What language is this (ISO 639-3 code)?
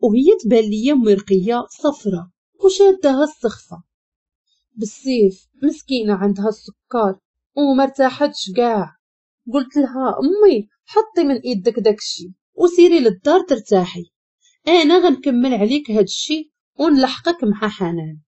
ary